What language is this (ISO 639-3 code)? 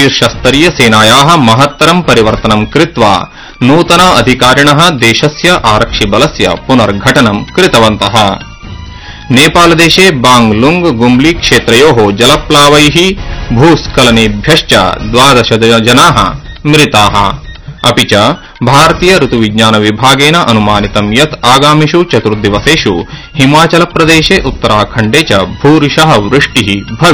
san